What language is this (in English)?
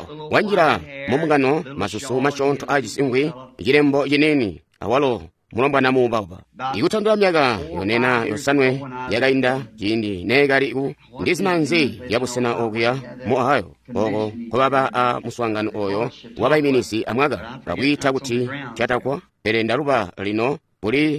Tonga (Zambia)